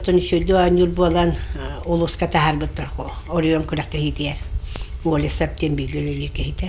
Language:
Yakut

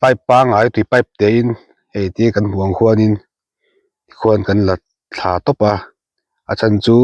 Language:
Mizo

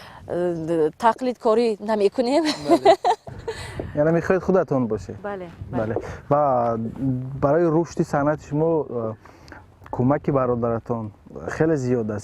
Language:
Tajik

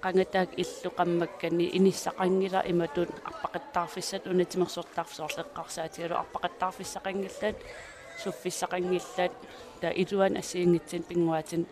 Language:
Kalaallisut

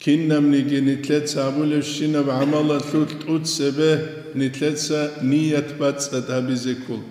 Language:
Avaric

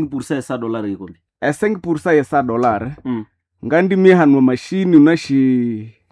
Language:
Nande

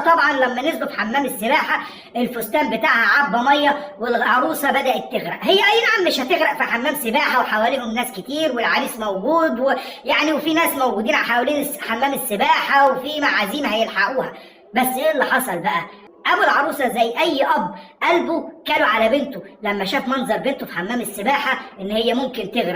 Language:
Egyptian Arabic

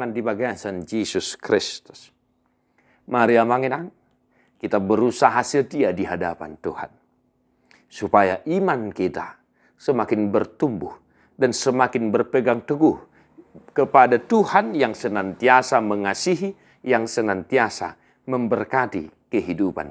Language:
Batak Toba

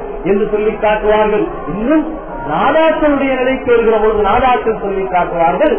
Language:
Tamil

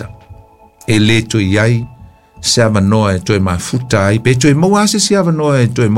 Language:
Samoan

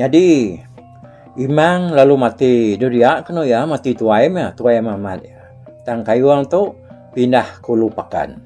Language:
Iban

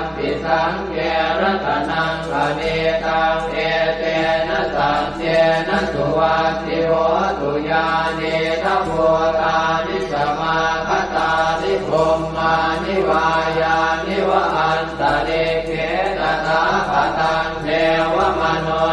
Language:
Pali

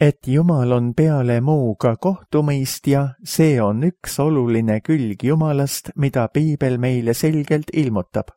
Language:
Estonian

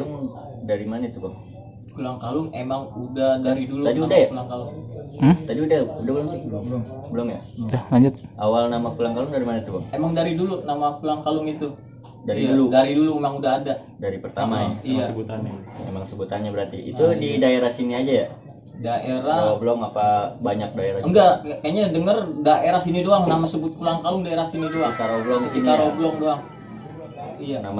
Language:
Betawi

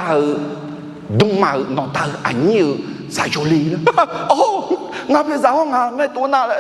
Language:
Akha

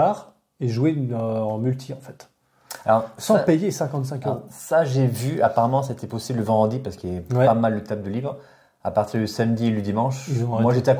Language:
French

